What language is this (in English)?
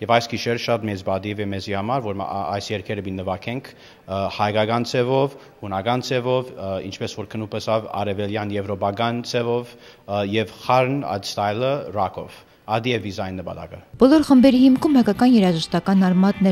Western Armenian